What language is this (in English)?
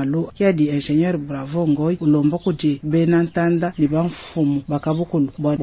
Luba-Lulua